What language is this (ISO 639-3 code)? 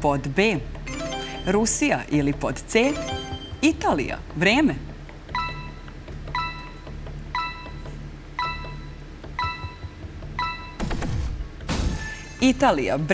srp